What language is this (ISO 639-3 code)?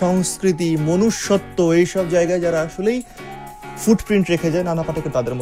ben